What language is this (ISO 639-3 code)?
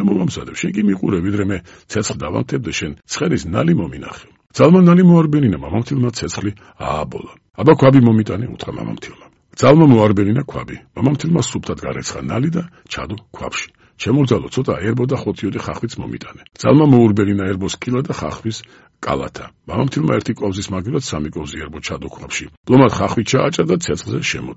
kat